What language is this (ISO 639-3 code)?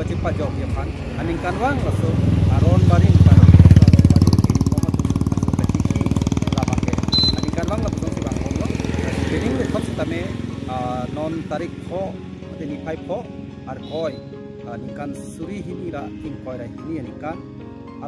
mjw